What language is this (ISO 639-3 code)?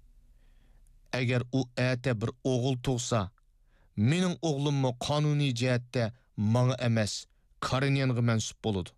uig